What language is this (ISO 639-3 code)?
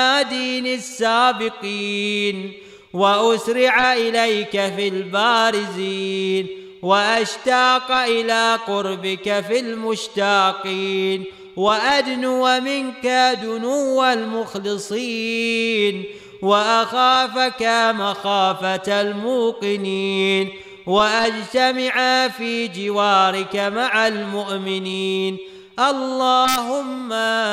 ara